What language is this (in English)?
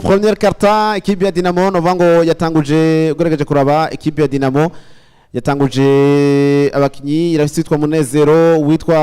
Rundi